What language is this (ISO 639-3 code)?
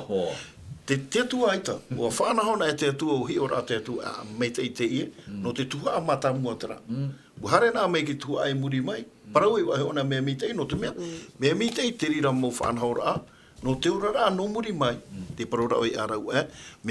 tah